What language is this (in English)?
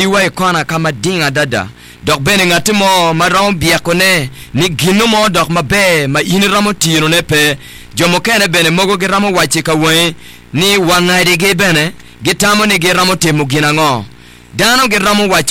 Acoli